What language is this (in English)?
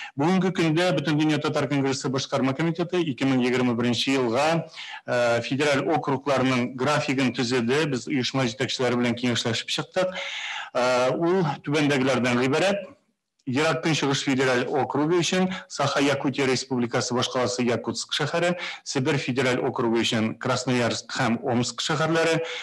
Tatar